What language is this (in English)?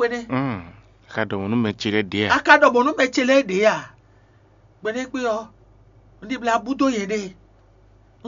Fon